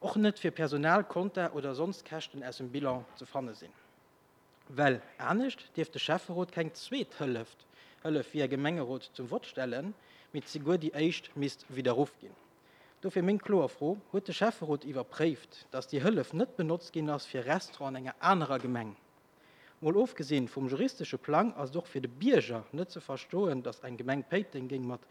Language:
Luxembourgish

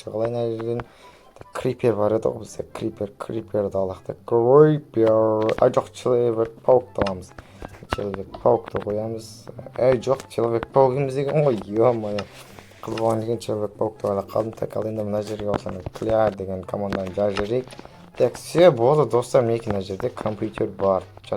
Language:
Kazakh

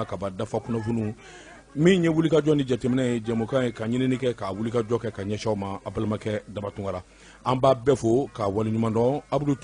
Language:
Bambara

